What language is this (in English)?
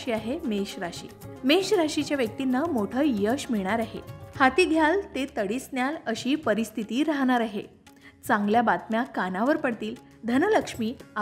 Marathi